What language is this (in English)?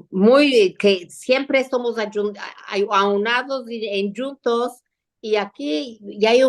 Ladino